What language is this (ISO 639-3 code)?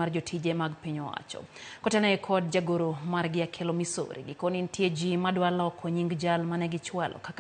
luo